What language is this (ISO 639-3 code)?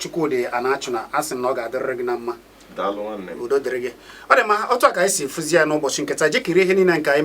ibo